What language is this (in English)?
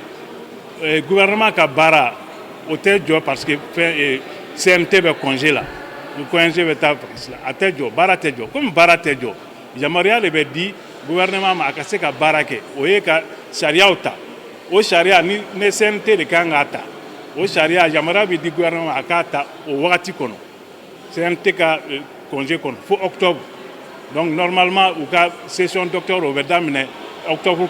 Bambara